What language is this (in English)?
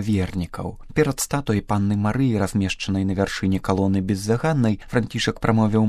Belarusian